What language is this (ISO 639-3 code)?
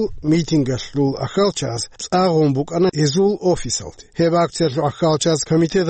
ava